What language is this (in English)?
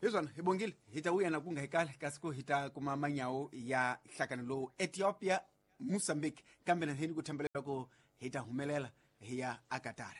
Tsonga